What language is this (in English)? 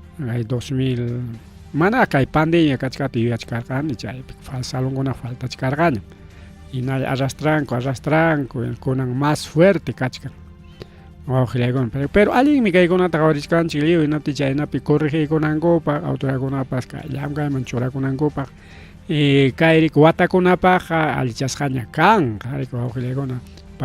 Ayacucho Quechua